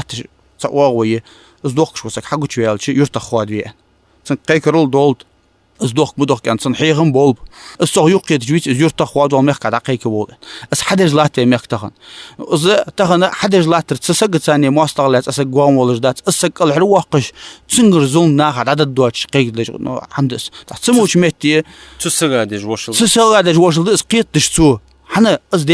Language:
Ingush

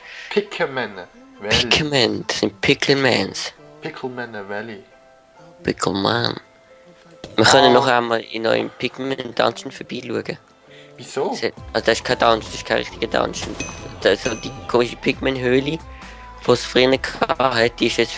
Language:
Swiss German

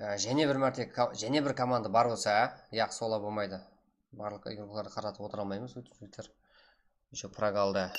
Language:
Kara-Kalpak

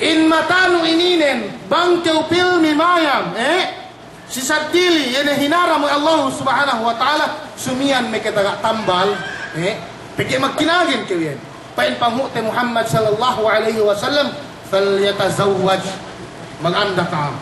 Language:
Yakan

